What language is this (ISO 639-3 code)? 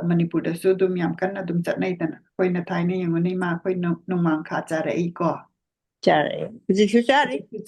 mni